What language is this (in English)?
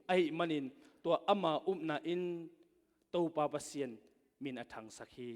Tedim Chin